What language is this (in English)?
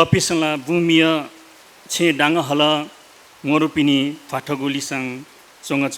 Newari